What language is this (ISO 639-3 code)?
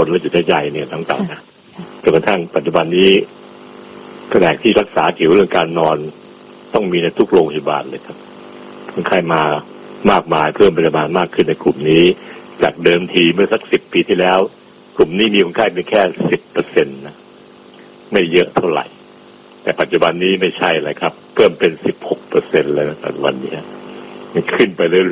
tha